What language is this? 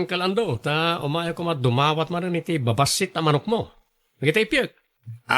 Iloko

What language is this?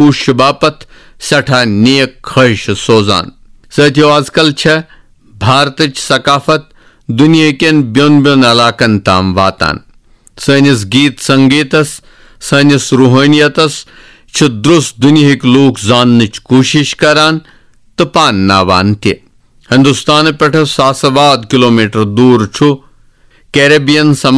Kashmiri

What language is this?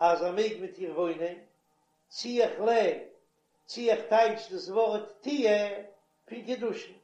Yiddish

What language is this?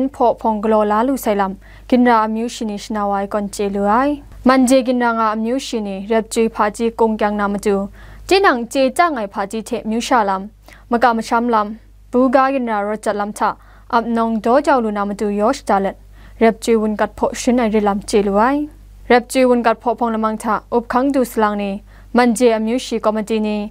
Kachin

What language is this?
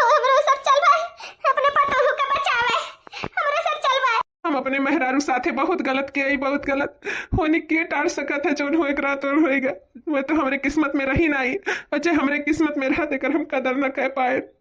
Awadhi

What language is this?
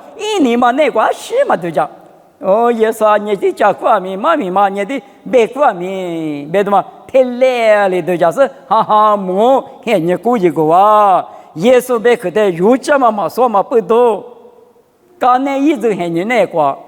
Lisu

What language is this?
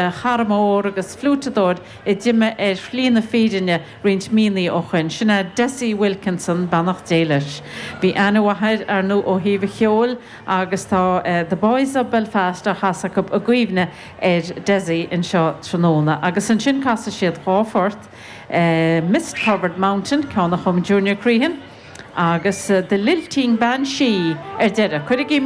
Irish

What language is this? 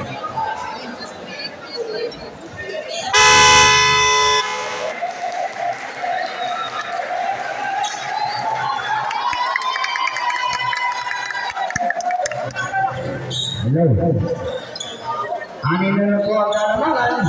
Filipino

